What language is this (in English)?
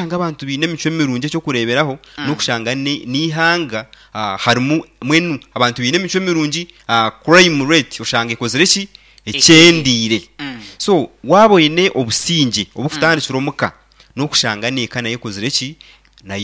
Nyankole